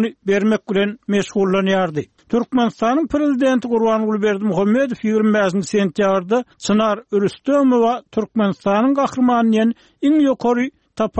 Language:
Turkmen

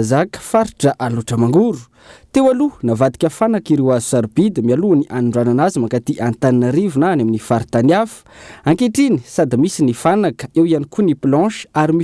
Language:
Malagasy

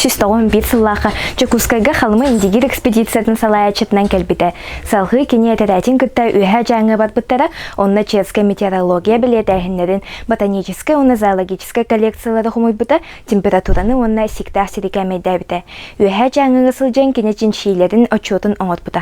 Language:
Yakut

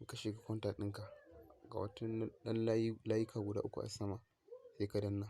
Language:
Hausa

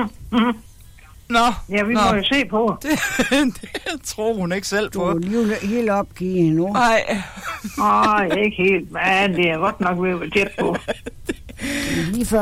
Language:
Danish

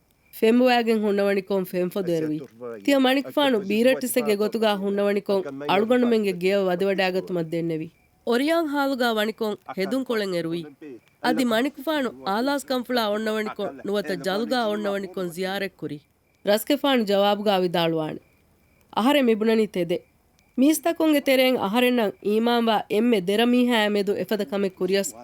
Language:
Divehi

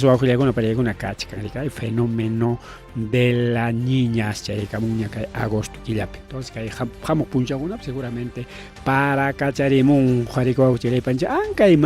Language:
Ayacucho Quechua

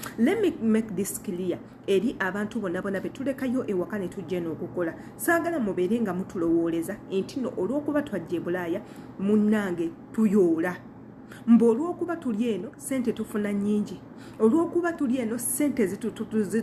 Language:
Ganda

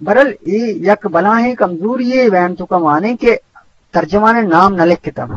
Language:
Eastern Balochi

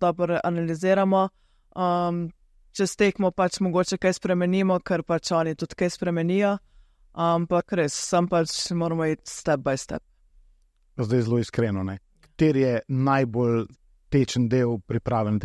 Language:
Slovenian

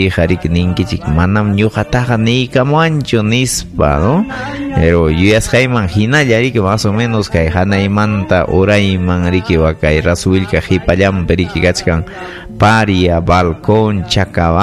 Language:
Ayacucho Quechua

